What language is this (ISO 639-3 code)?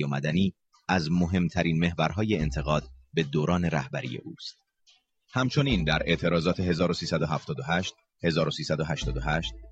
fas